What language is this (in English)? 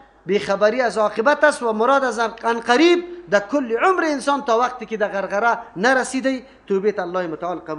Persian